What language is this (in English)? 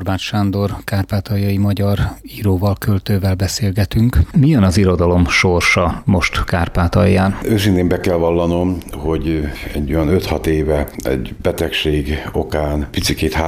Hungarian